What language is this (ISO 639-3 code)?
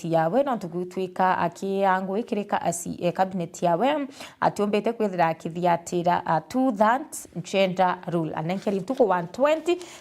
mer